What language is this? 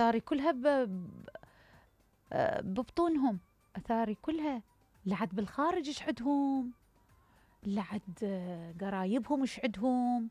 Mesopotamian Arabic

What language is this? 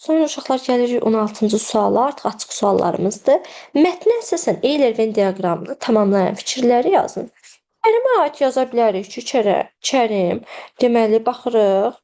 Azerbaijani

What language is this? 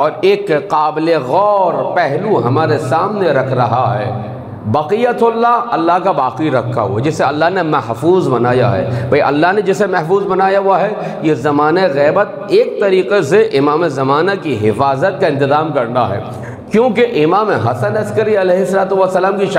Urdu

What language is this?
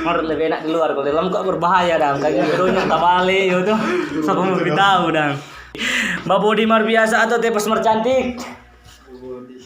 Manado Malay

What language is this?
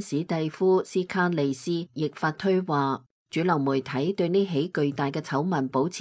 Cantonese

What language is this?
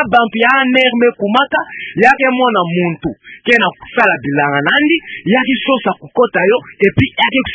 Kituba (Democratic Republic of Congo)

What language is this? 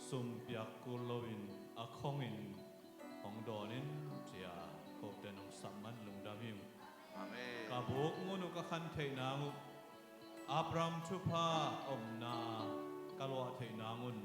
Tedim Chin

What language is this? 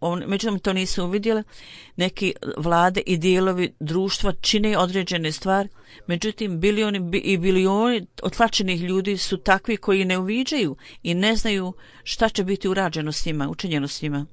Bosnian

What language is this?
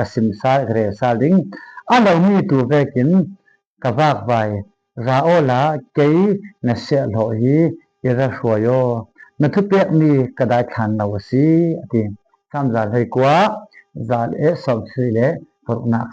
Falam Chin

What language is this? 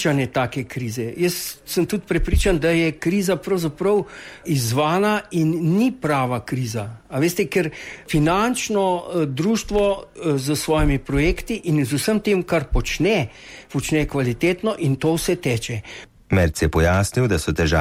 Slovenian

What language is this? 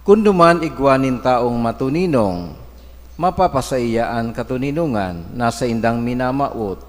Bikol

